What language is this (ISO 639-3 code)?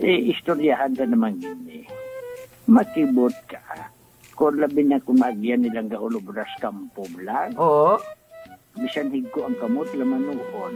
hil